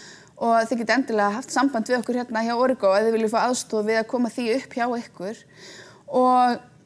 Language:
Icelandic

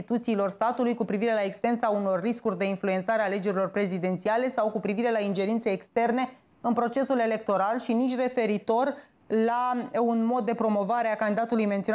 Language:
Romanian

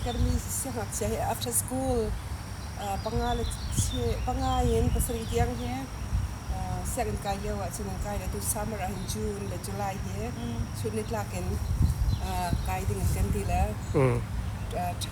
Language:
Hakha Chin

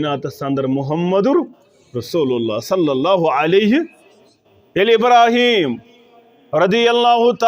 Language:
Kashmiri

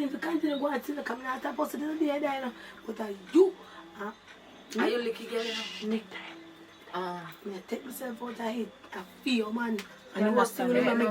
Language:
Jamaican Creole English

